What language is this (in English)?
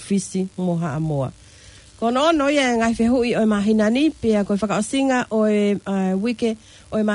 Tongan